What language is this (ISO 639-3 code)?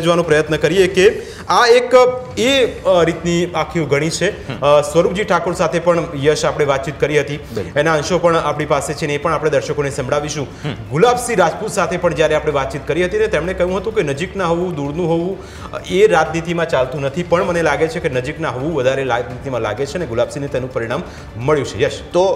guj